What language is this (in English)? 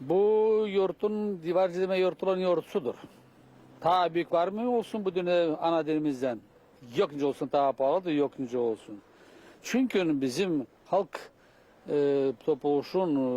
Gagauz